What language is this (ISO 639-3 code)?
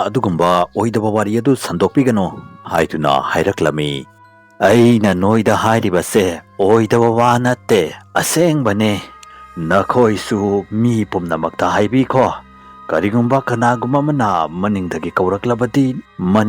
mni